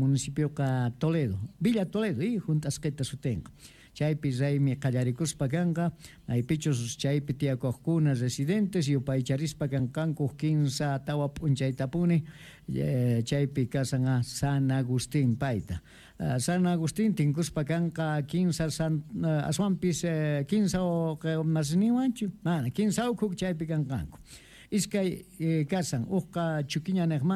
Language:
South Bolivian Quechua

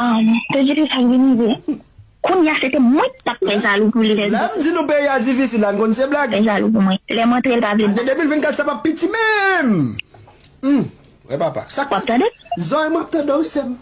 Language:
Haitian Creole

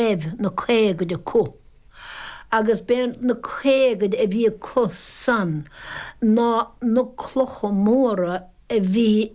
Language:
Irish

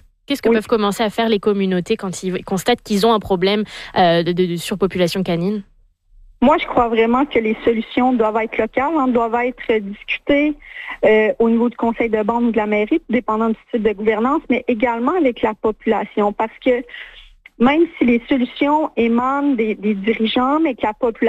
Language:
French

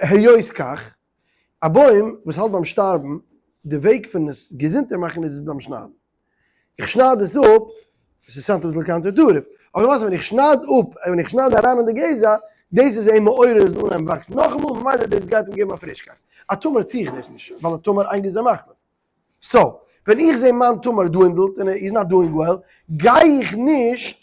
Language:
Yiddish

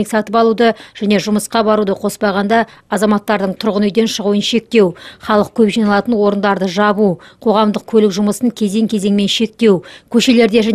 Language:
Kazakh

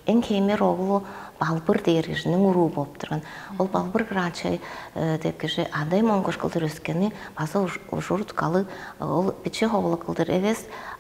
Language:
Tuvinian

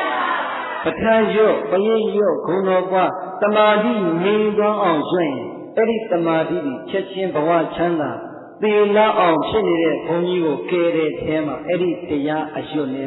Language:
Burmese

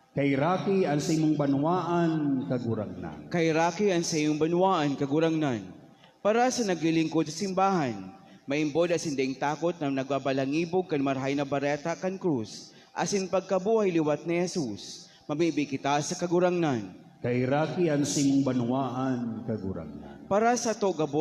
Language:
Bikol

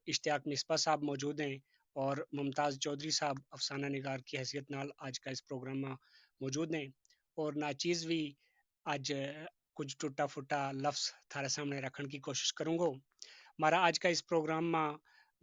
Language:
Gujari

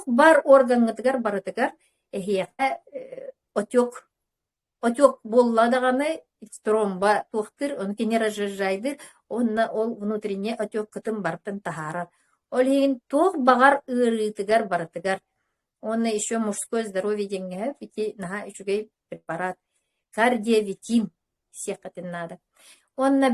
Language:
Yakut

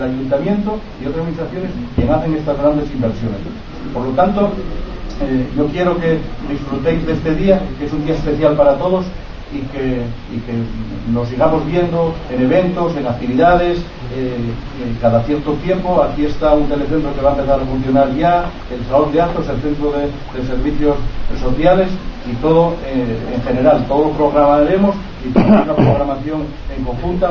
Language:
Spanish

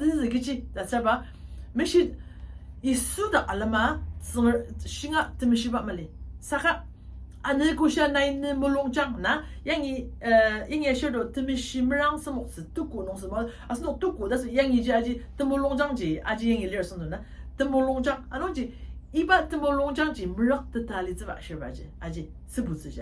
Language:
Ao Naga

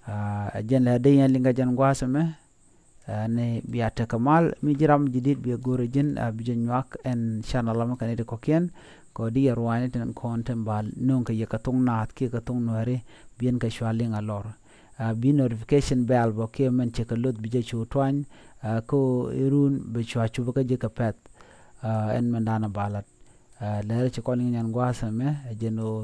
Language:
Nuer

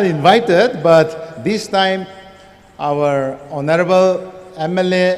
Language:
Tangkhul Naga (India)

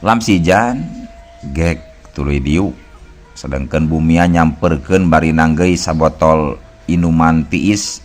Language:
Sundanese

